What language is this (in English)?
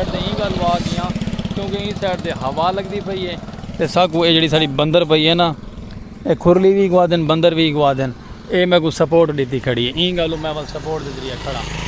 Saraiki